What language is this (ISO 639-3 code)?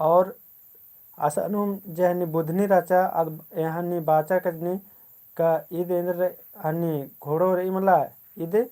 kru